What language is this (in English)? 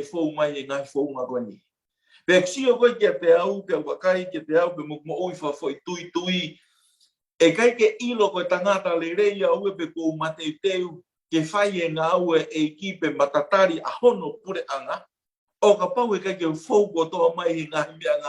Tongan